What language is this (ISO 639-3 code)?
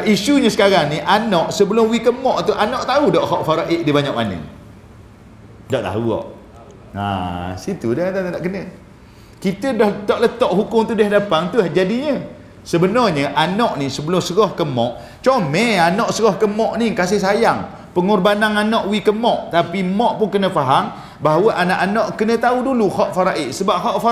msa